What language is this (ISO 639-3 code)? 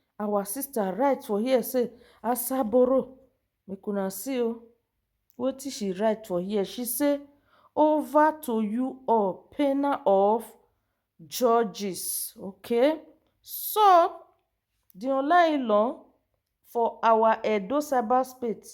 pcm